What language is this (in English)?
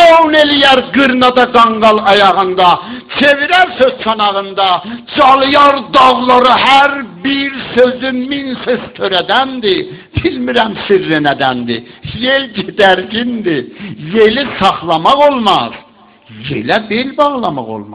South Azerbaijani